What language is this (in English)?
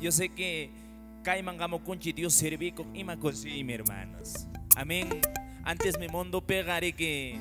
Quechua